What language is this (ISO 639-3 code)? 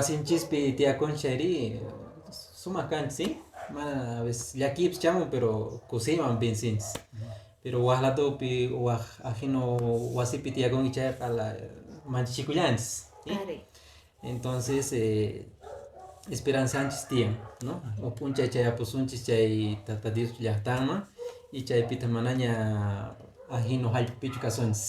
que